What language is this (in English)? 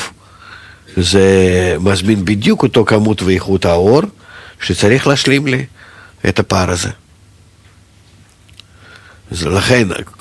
Hebrew